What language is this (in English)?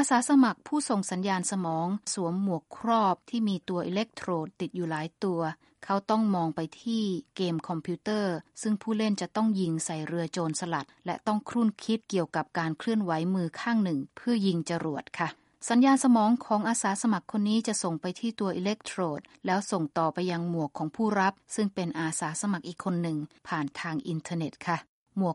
Thai